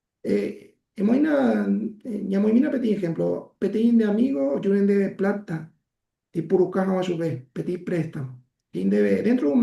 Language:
Guarani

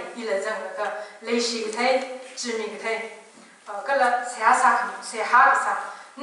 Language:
Tangkhul Naga (India)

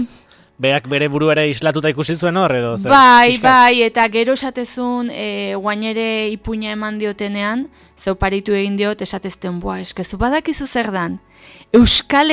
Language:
Basque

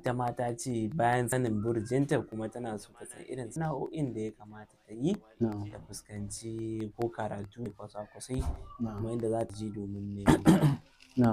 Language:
Hausa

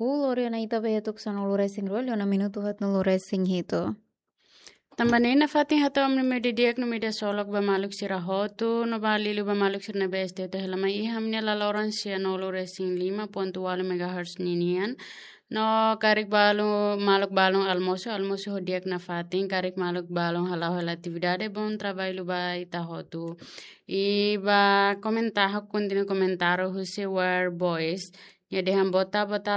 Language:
Tetum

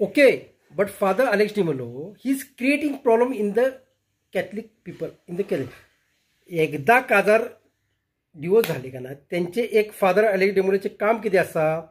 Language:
Konkani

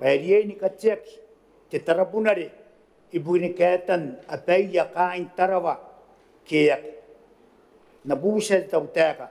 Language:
Gilbertese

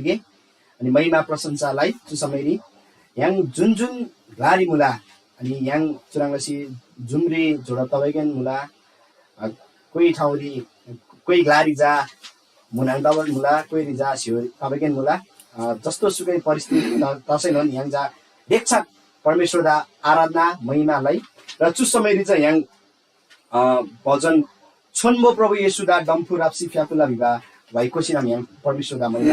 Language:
Eastern Tamang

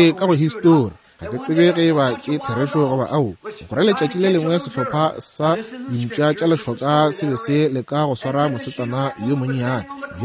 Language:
Northern Sotho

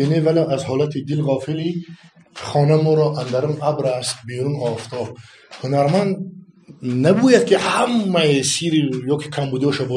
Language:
Tajik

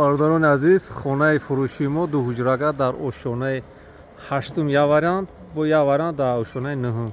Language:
Tajik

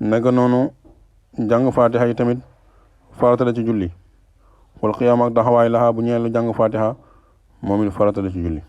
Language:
Wolof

